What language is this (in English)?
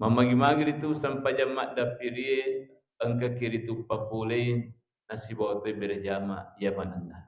Buginese